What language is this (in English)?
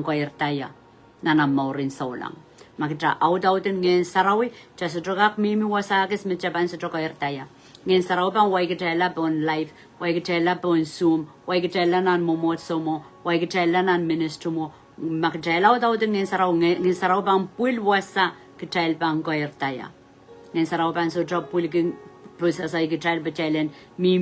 Pohnpeian